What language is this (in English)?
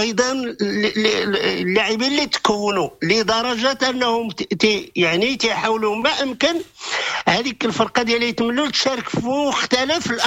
Moroccan Arabic